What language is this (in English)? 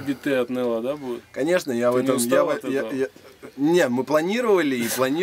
Russian